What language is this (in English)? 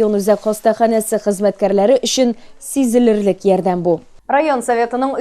Tatar